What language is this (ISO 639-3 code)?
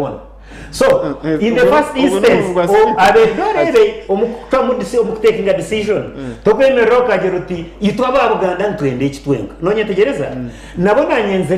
nyn